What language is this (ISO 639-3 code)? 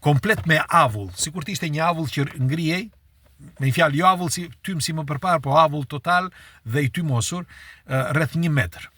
sqi